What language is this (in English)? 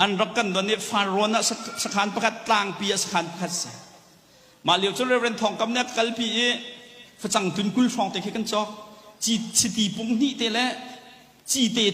Hakha Chin